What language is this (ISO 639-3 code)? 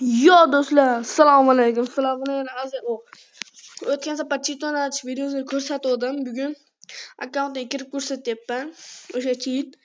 uzb